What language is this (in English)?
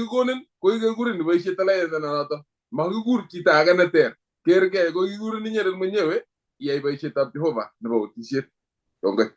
Kalenjin